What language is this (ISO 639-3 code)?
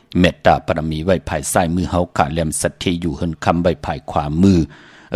shn